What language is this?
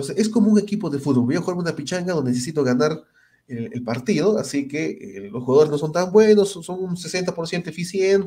Spanish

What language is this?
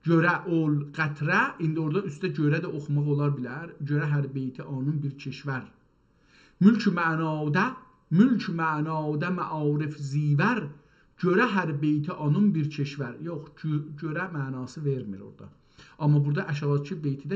South Azerbaijani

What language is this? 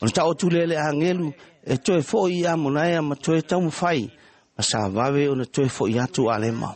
Samoan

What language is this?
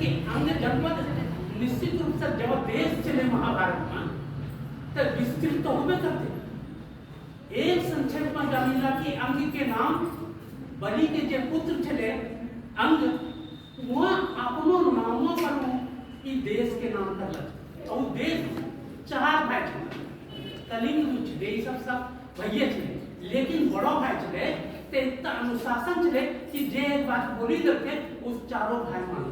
Angika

